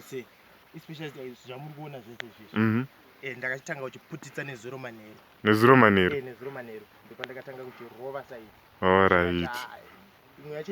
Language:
Shona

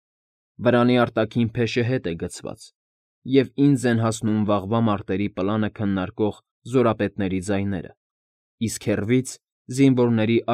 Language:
Armenian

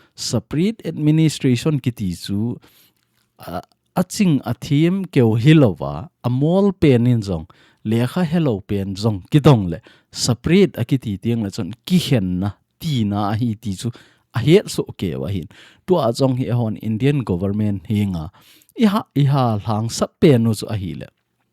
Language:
Thado Chin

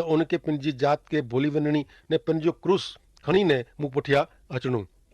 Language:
Kachhi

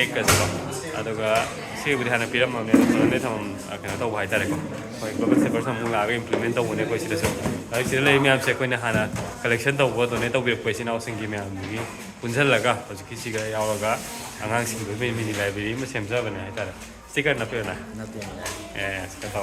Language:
Manipuri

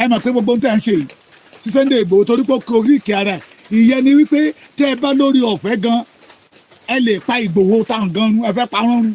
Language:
Yoruba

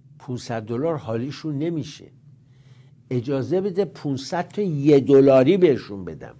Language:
Persian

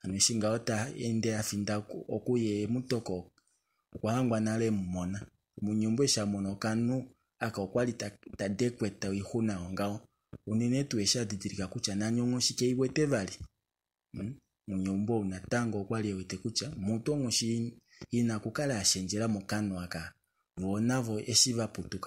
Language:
Kuanyama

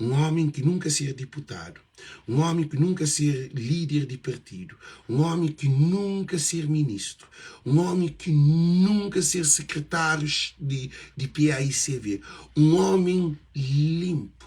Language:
Kabuverdianu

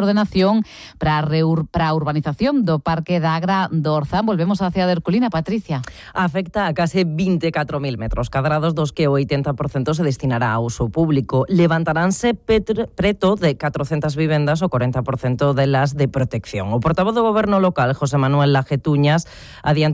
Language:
Galician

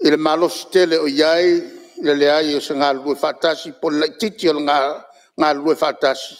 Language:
Samoan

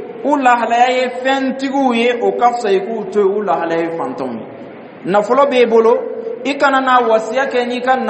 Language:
Dyula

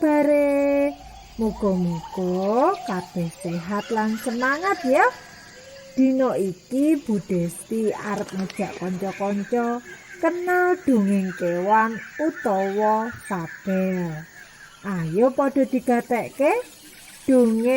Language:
Javanese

